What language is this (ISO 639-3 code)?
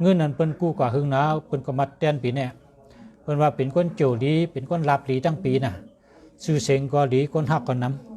shn